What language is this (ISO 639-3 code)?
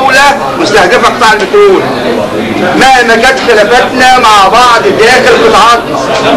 arz